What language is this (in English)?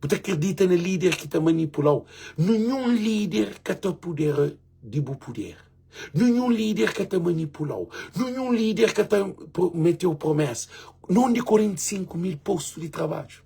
Kabuverdianu